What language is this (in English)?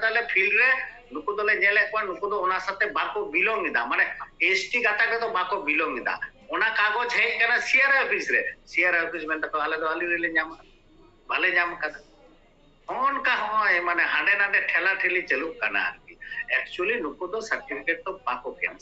Santali